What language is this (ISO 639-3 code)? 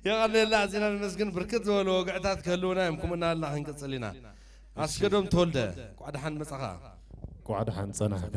tir